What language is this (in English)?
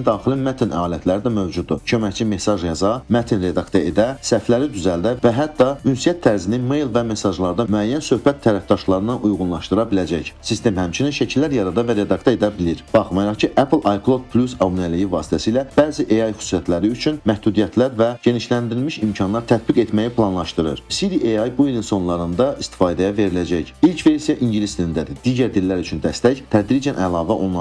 Azerbaijani